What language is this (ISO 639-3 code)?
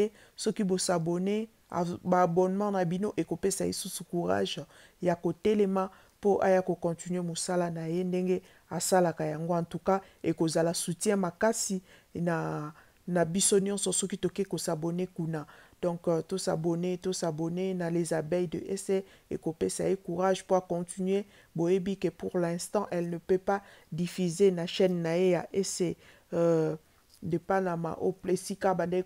lin